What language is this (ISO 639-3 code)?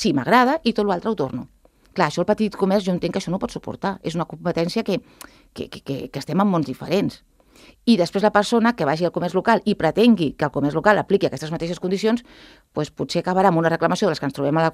cat